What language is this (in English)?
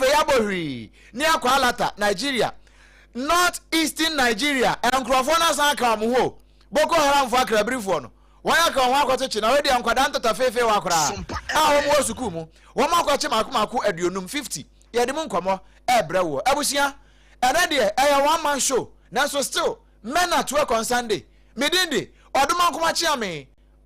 Akan